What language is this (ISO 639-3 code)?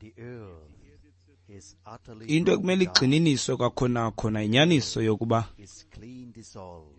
xho